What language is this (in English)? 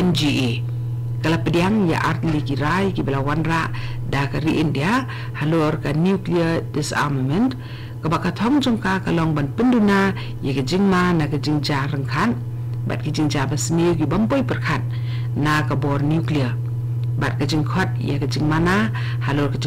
Khasi